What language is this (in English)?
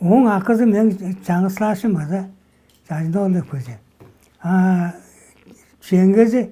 Tuvinian